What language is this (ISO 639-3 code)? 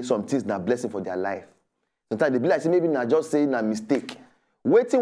pcm